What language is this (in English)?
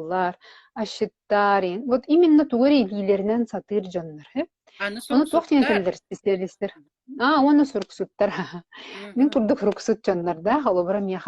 Yakut